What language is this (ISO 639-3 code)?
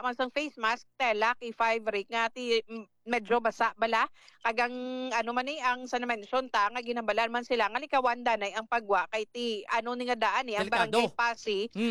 hil